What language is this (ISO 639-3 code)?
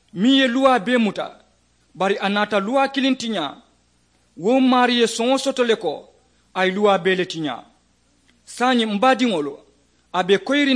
man